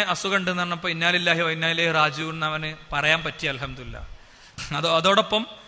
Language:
Malayalam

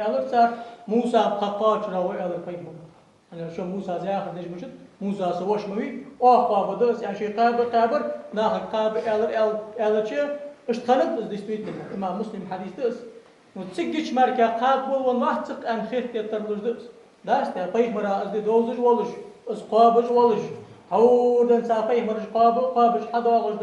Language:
Ingush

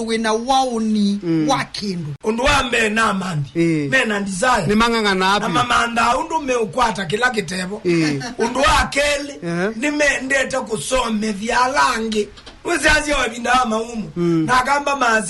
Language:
Kamba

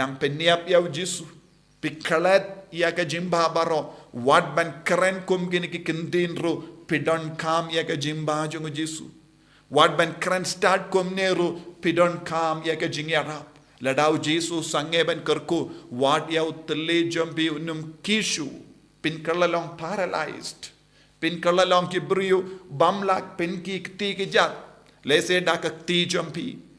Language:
Khasi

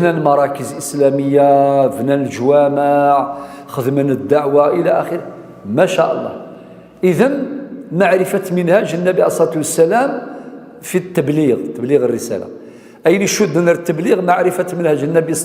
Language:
Kabyle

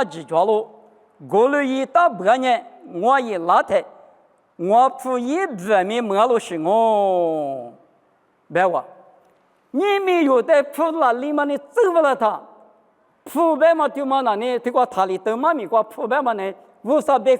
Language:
Lisu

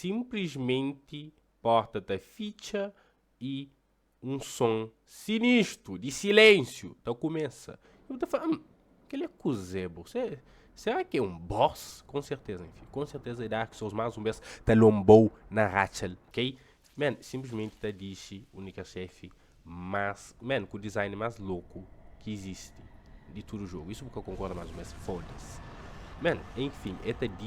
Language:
Kabuverdianu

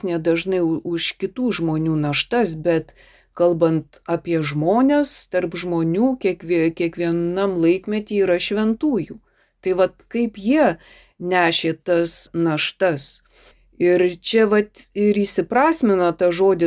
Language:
Lithuanian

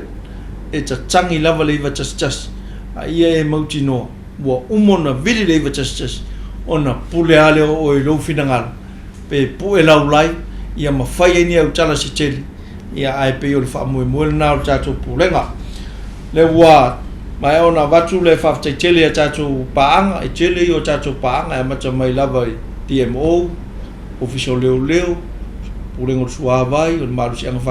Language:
Samoan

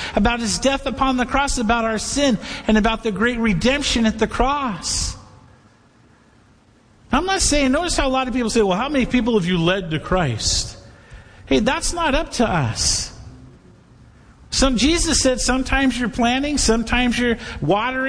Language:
English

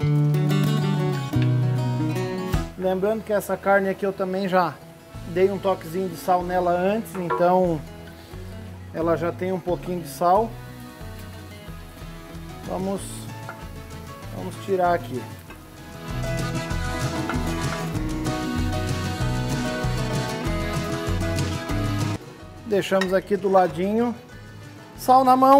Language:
Portuguese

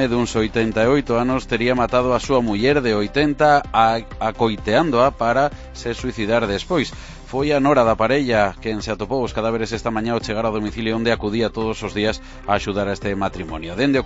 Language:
Galician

